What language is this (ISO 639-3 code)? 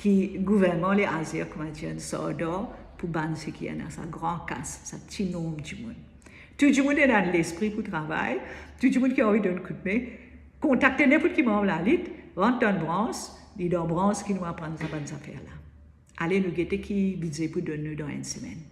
mfe